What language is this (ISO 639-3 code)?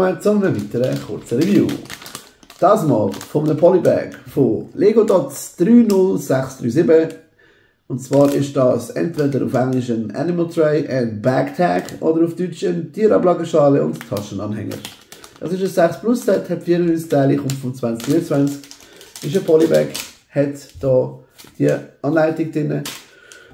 gsw